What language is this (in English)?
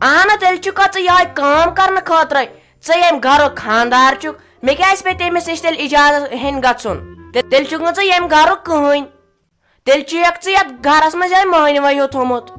Kashmiri